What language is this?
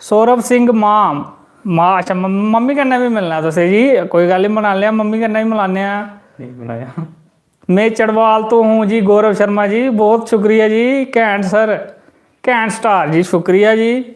Dogri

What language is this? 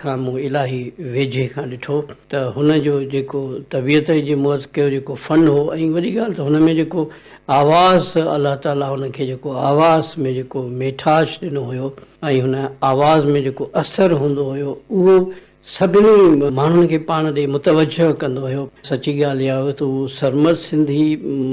Sindhi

